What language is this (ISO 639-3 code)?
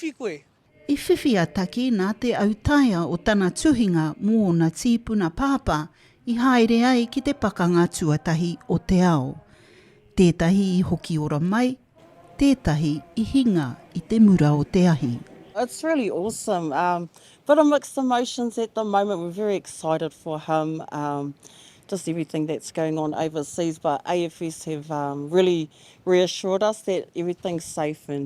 mri